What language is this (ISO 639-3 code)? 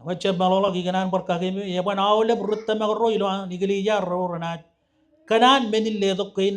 mah